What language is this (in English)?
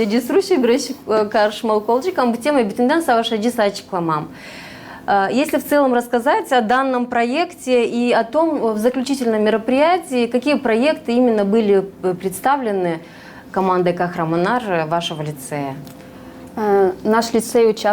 Gagauz